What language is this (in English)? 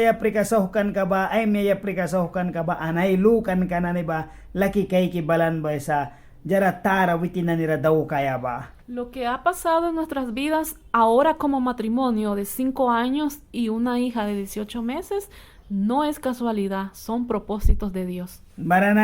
Mískito